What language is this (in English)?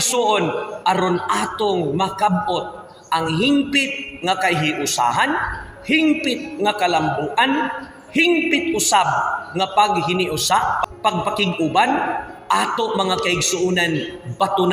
Cebuano